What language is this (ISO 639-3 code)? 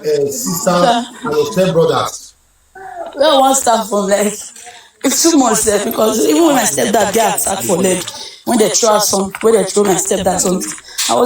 pcm